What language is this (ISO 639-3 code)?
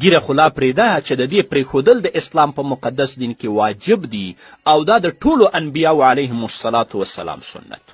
pus